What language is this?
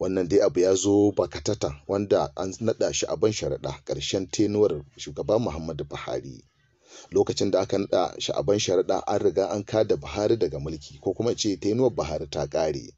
Hausa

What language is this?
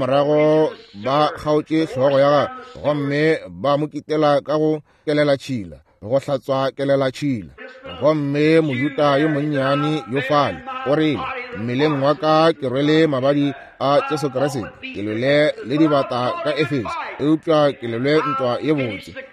Northern Sotho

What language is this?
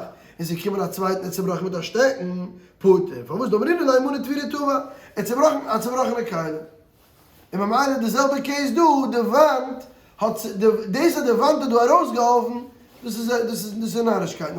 Yiddish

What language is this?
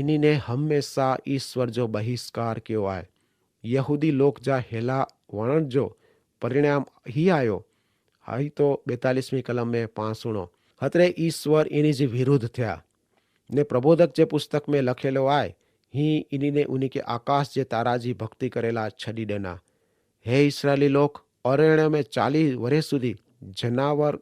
Kachhi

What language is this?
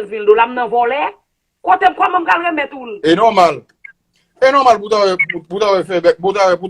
Haitian Creole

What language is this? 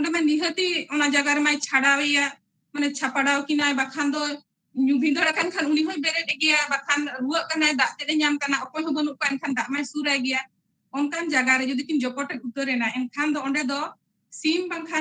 Santali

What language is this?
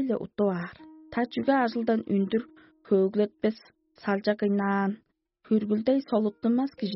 Tuvinian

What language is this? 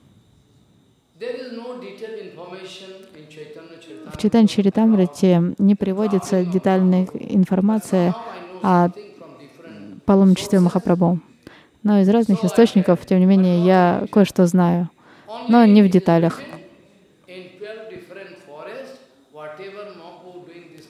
Russian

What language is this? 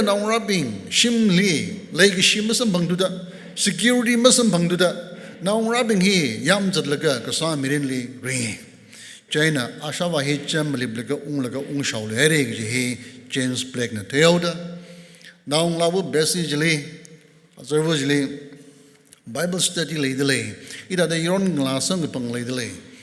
Tangkhul Naga (India)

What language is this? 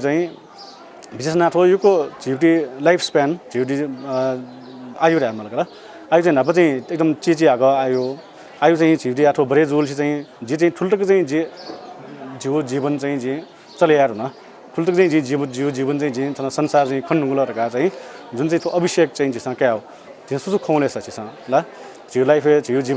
Newari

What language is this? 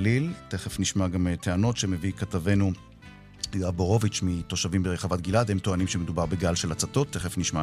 Hebrew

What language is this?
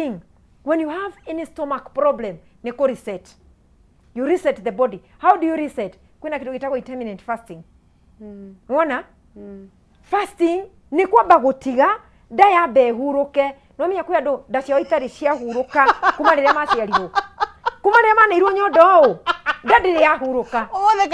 Kikuyu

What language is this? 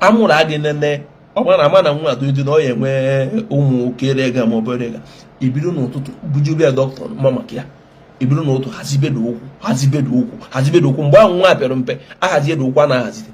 Igbo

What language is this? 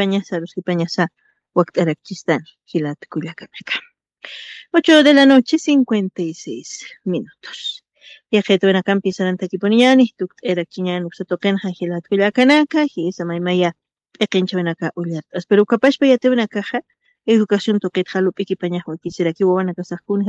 Aymara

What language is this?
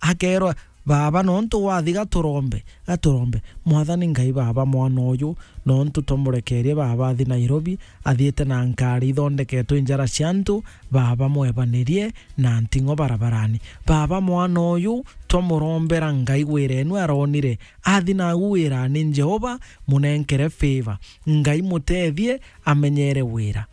Meru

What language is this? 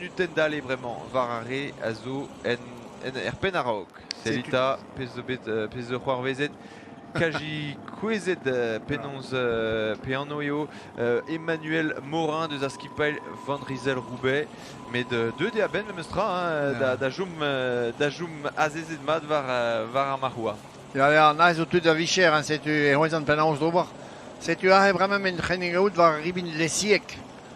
Breton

